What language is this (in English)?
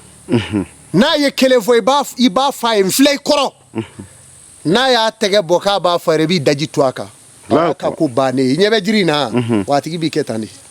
Bambara